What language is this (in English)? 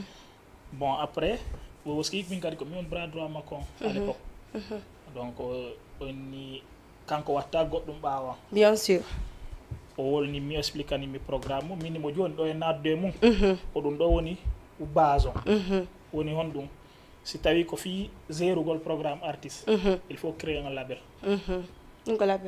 Fula